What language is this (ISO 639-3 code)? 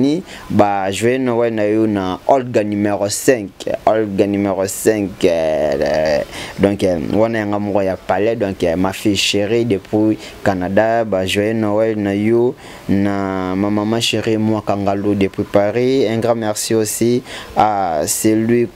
lin